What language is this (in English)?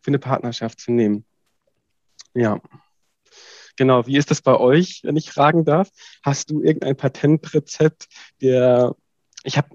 German